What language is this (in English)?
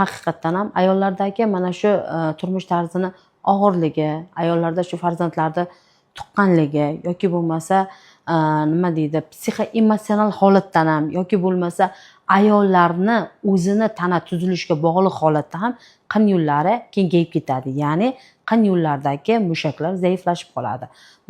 Uzbek